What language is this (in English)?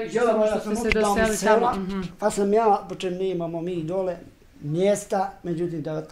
Bosnian